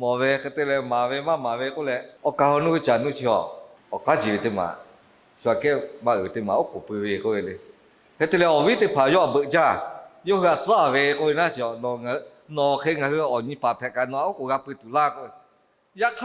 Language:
Lahu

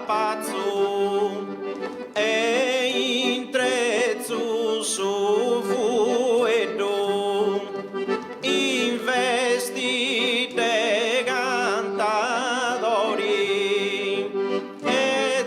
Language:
Sardinian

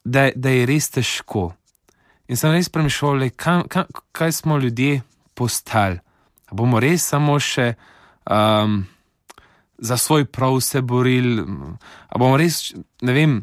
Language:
Slovenian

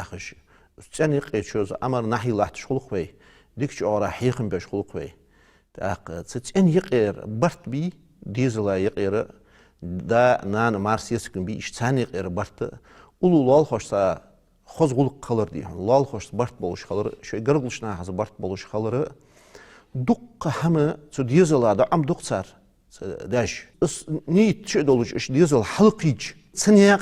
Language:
Ingush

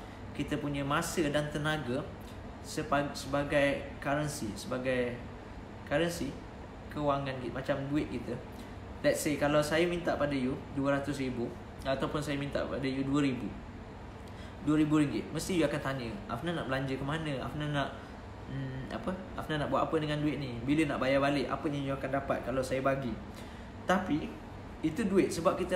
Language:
Malay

